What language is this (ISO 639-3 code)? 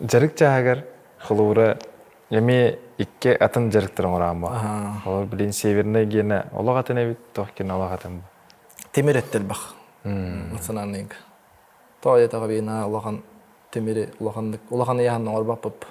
sah